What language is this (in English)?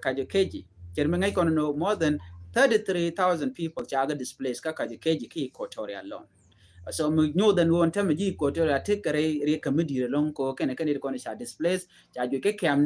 Nuer